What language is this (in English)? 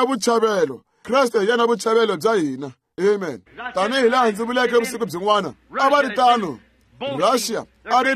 Tsonga